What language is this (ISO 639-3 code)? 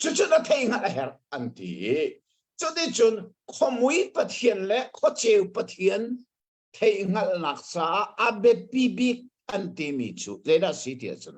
cnh